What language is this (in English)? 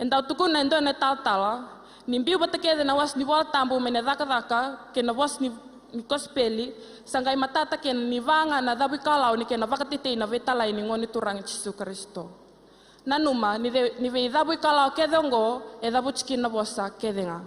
Fijian